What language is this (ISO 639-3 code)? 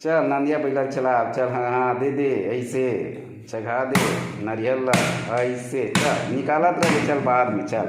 hne